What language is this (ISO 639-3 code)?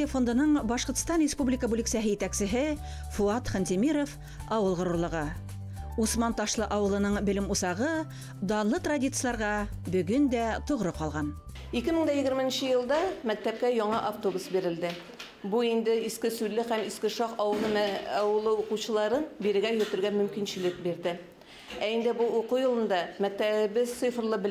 tat